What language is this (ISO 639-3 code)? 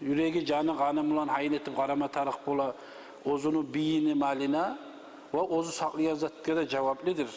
kum